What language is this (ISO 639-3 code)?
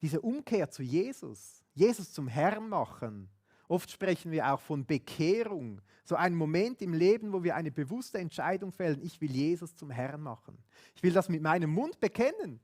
gsw